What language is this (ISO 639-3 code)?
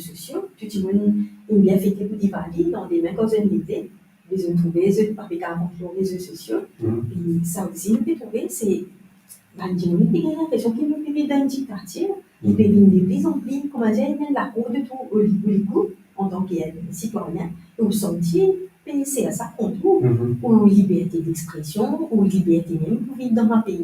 mfe